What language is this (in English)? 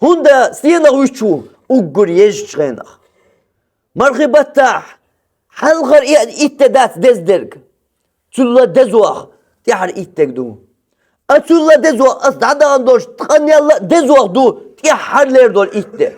Chechen